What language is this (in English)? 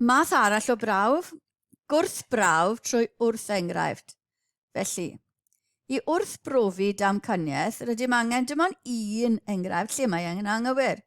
Welsh